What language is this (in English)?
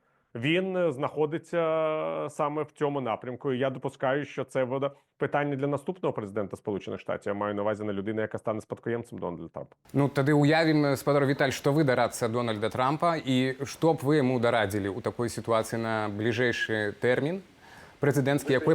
Belarusian